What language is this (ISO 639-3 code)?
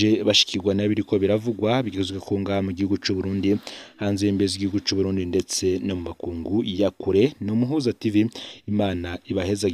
run